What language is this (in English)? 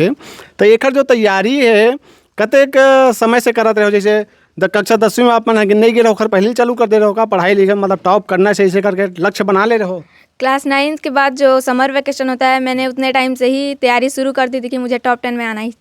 Chhattisgarhi